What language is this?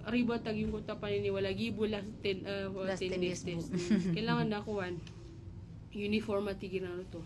Maranao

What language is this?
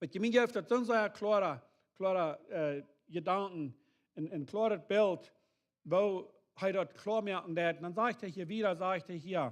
Plautdietsch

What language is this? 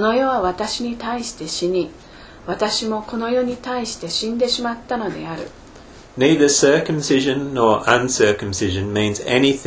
Japanese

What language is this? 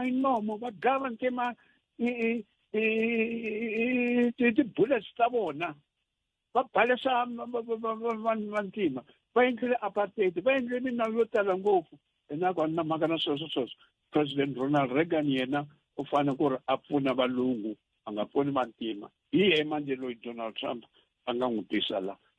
Tsonga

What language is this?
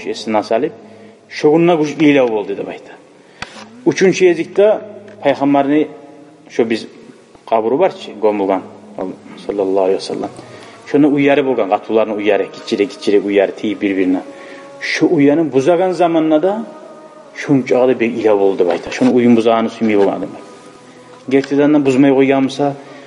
Kumyk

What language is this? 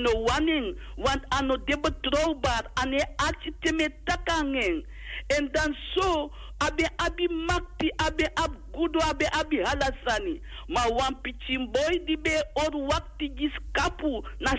Sranan Tongo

